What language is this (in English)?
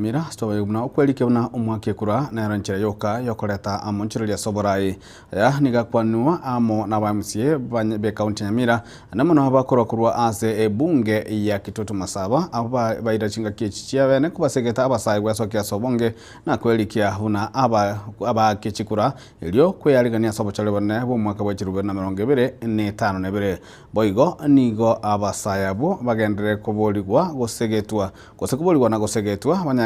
Gusii